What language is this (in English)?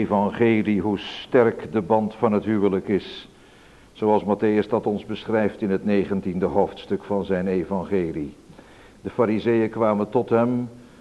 Dutch